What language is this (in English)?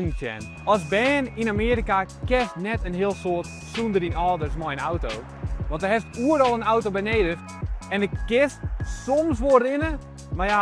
Western Frisian